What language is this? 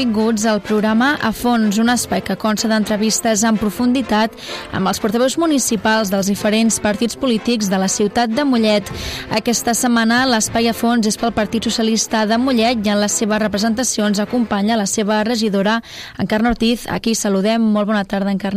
Catalan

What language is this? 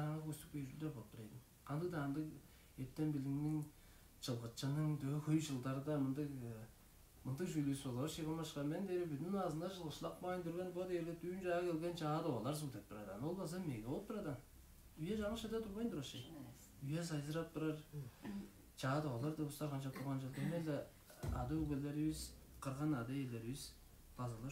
Tuvinian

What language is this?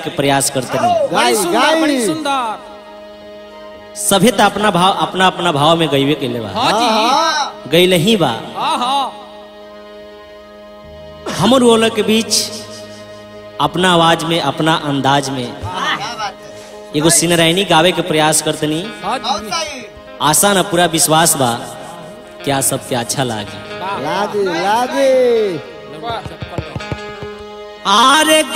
Bhojpuri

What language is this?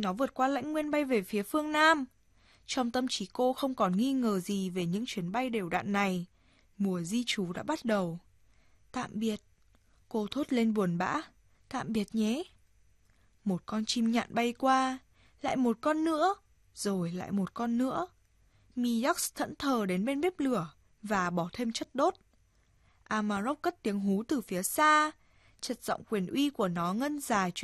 Vietnamese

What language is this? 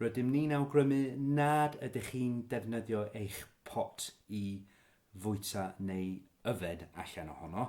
Welsh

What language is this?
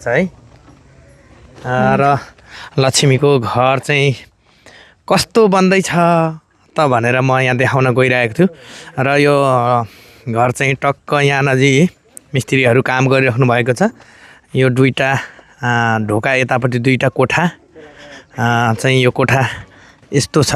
Nepali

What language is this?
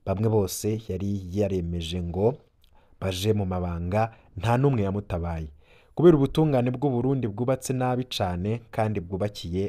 Rundi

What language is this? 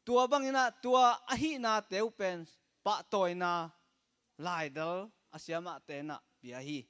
Tedim Chin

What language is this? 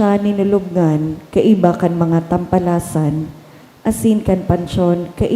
Bikol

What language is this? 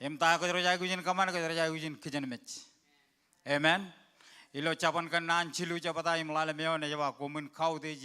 Marshallese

